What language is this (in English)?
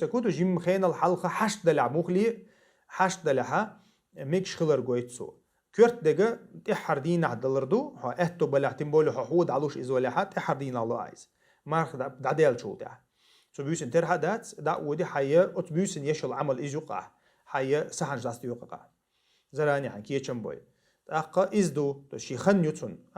Chechen